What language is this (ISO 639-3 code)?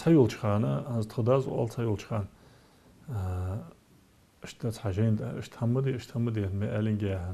inh